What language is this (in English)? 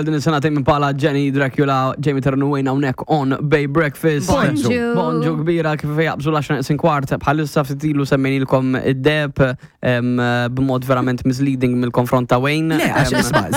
Maltese